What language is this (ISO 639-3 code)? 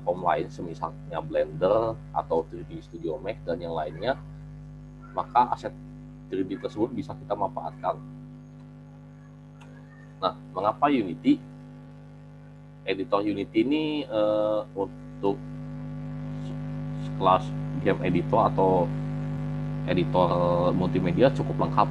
ind